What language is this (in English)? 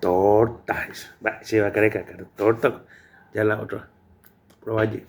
Guarani